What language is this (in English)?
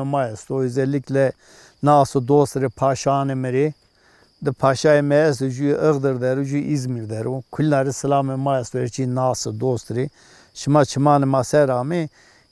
Zaza